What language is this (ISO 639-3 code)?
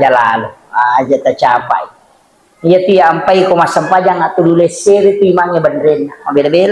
bug